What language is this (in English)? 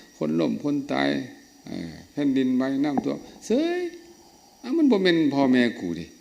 Lao